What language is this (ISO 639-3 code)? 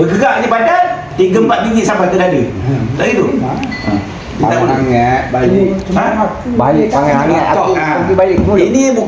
msa